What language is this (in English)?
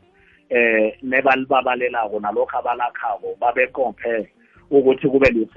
South Ndebele